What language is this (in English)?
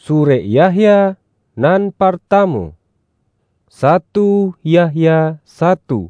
Minangkabau